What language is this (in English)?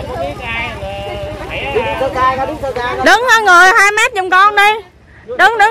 Vietnamese